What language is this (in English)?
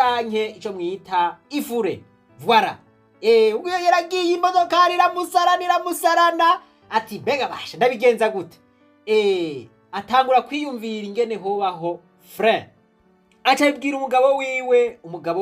Rundi